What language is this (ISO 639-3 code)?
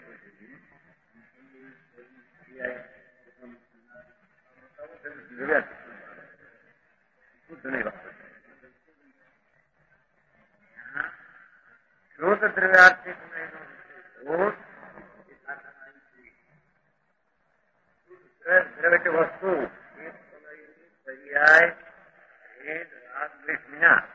guj